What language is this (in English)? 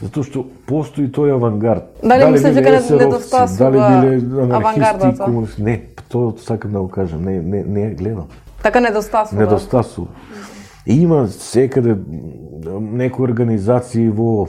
Macedonian